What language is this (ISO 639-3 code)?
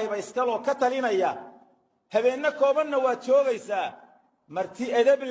som